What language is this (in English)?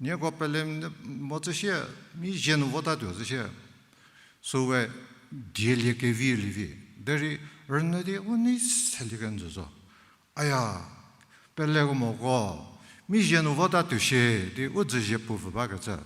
Angami Naga